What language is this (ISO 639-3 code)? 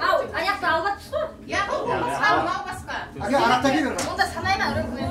kaa